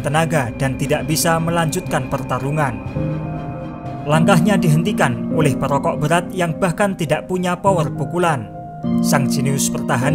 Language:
Indonesian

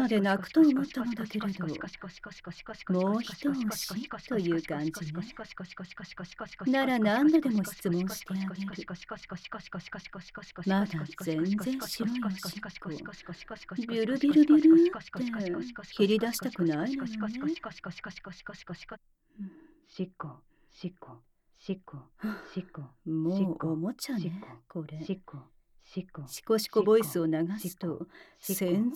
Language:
Japanese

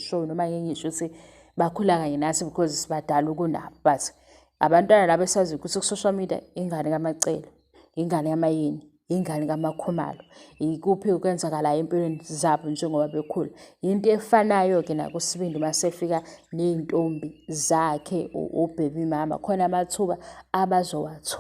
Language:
Zulu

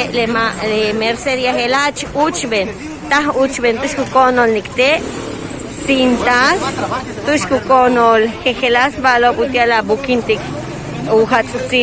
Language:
Yucateco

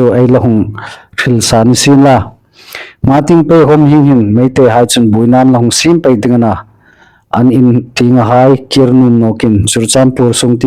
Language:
Hmar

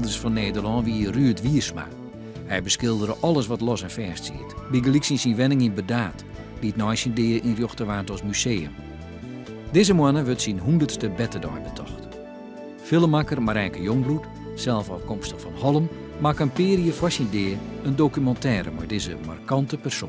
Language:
Western Frisian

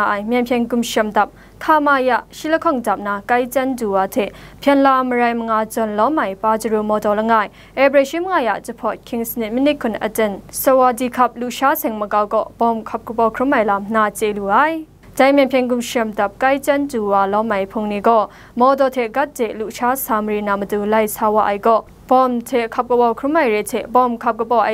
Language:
Kachin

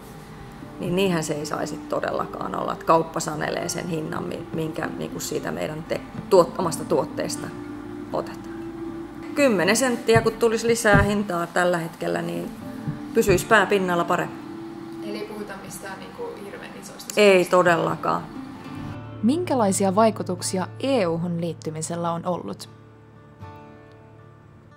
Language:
Finnish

